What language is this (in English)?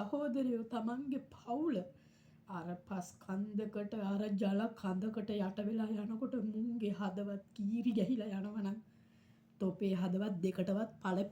Sinhala